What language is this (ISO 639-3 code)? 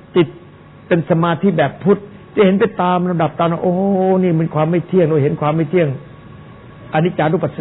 tha